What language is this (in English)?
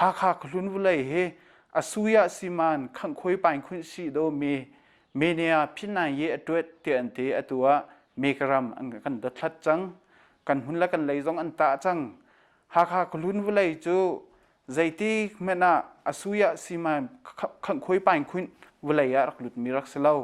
Hakha Chin